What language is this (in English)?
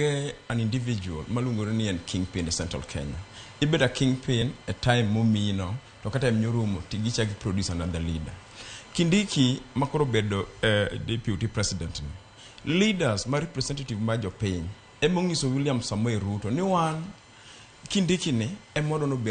Luo (Kenya and Tanzania)